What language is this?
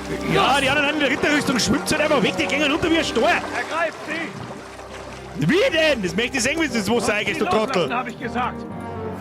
Bavarian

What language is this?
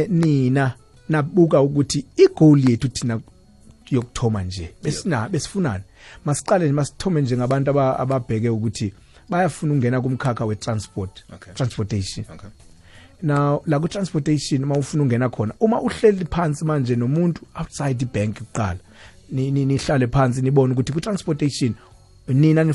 South Ndebele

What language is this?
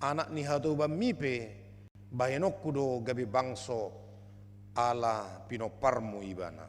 Batak Toba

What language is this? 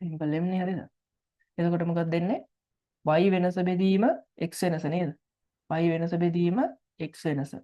Sinhala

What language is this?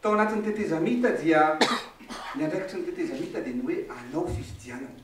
Malagasy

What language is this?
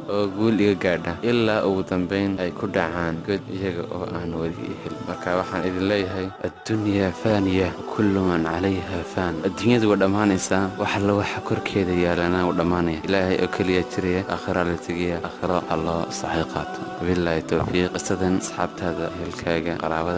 Somali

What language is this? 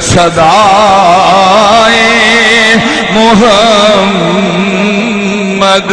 Saraiki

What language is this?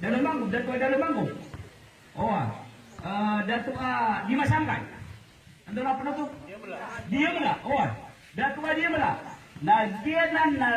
Maranao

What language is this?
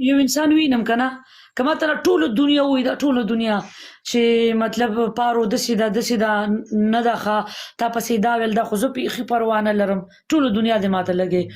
Pashto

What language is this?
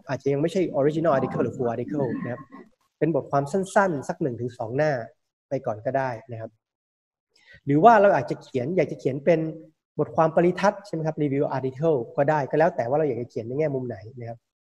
Thai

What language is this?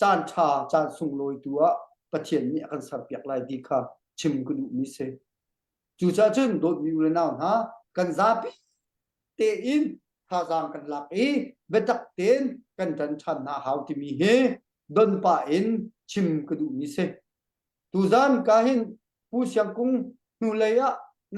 Hakha Chin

